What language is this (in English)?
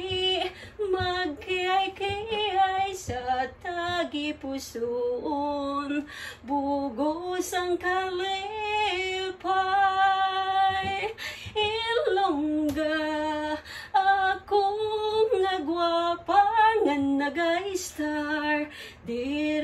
Hiligaynon